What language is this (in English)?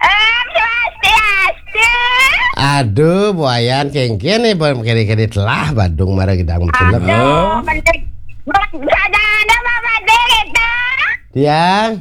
Balinese